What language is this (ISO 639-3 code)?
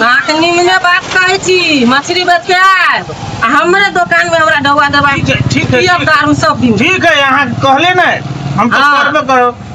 mai